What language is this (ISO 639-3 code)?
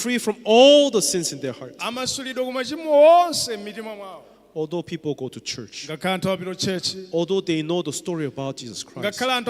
nya